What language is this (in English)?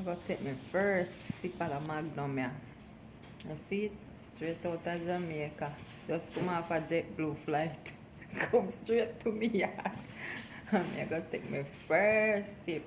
Jamaican Creole English